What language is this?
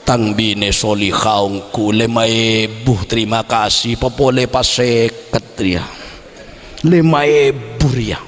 Madurese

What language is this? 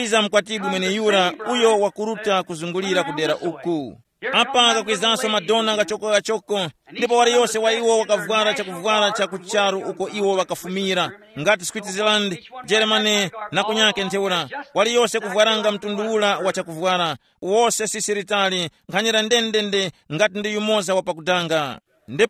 Tumbuka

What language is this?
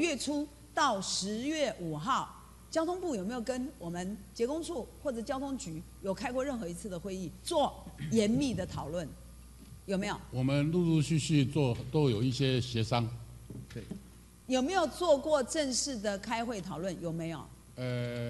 Chinese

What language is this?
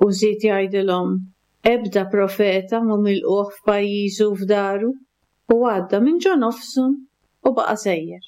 Maltese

